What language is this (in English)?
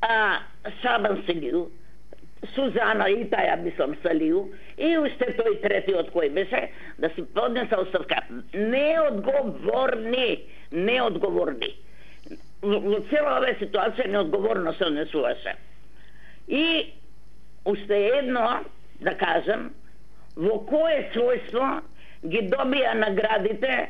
Macedonian